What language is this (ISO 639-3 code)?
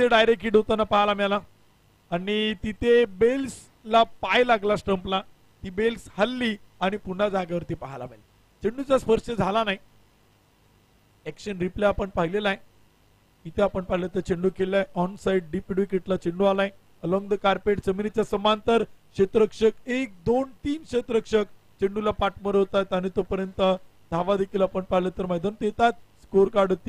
mar